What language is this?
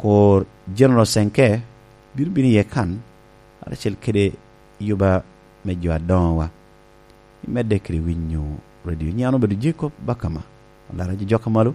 Lango (Uganda)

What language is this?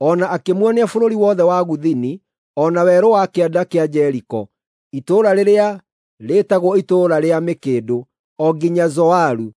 Kikuyu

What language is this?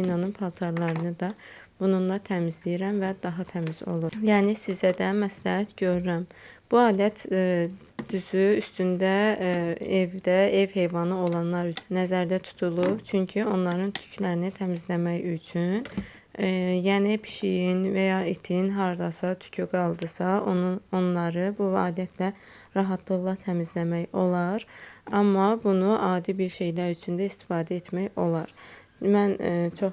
Azerbaijani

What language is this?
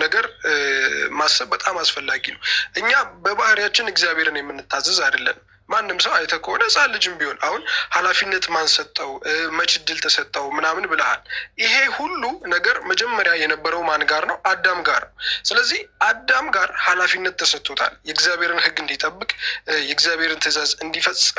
Amharic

